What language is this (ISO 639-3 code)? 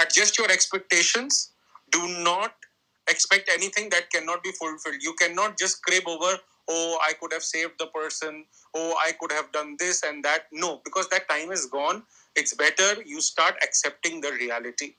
eng